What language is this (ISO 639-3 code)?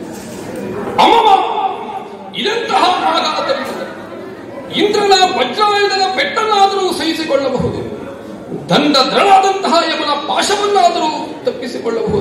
kan